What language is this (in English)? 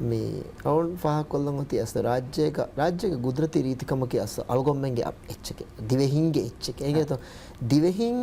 Divehi